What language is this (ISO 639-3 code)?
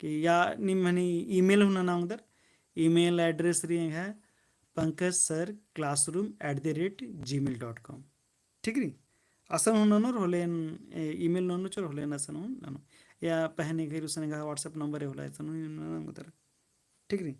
kru